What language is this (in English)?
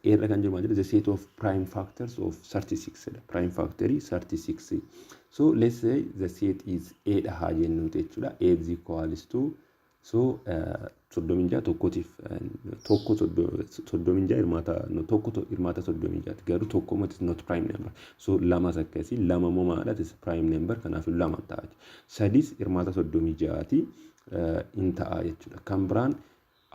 Oromo